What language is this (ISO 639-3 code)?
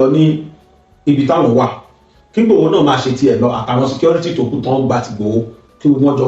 yor